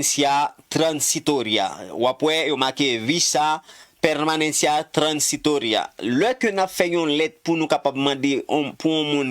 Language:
Haitian Creole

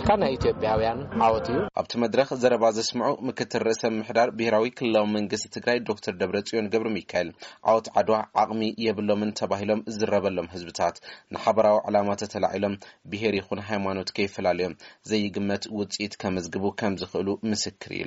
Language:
Tigrinya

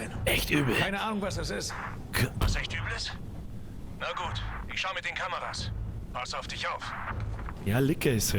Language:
Bavarian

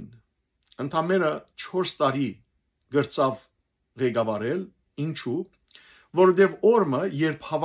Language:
Western Armenian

